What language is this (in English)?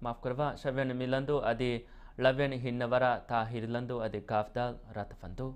Divehi